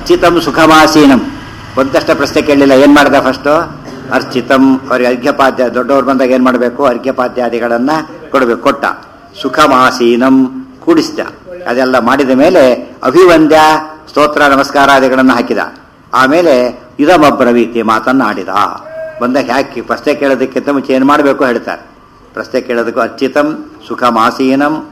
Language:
Kannada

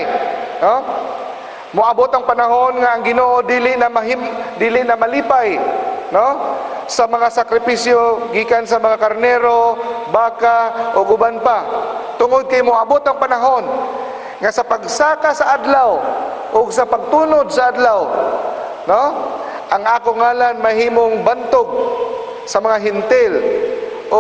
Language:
Cebuano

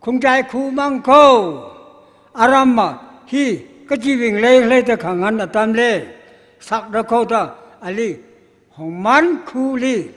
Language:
Tangkhul Naga (India)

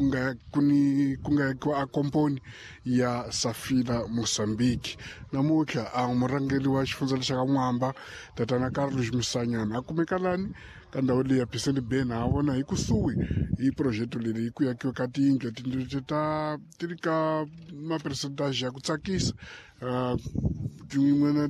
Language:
Tsonga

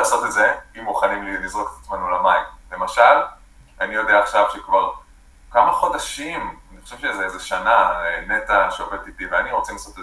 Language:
Hebrew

